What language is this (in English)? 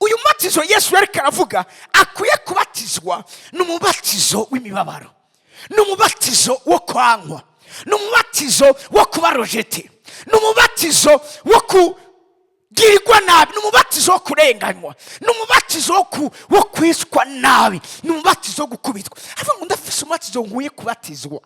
Rundi